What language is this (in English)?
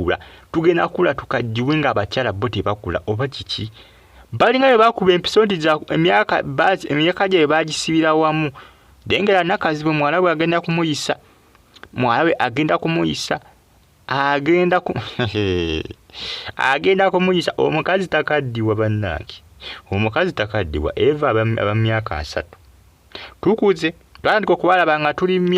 Ganda